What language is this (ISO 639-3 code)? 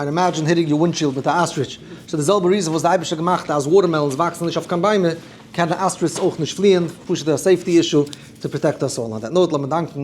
yid